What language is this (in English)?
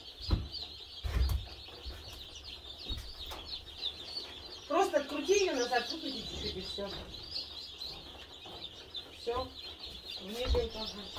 Russian